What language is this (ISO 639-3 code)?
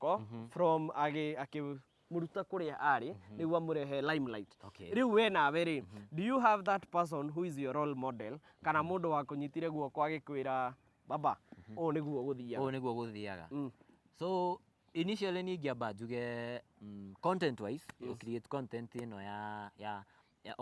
kik